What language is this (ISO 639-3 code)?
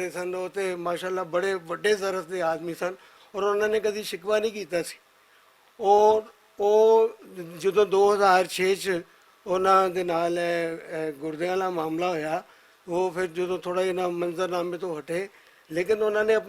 lah